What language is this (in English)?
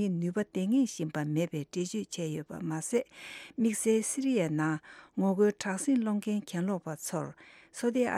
Tibetan